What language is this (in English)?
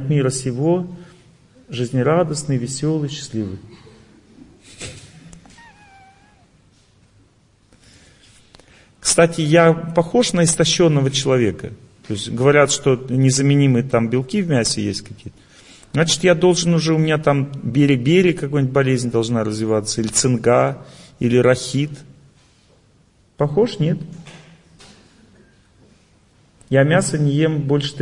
Russian